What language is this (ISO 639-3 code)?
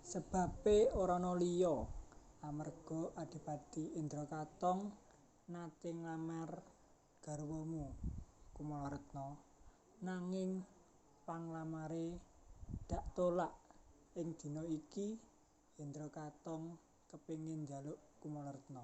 jav